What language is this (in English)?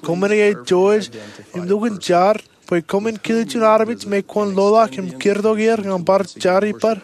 Marshallese